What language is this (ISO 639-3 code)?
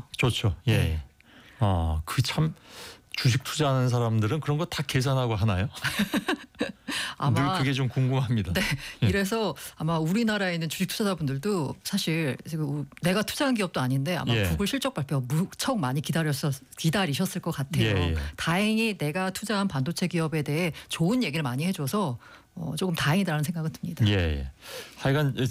kor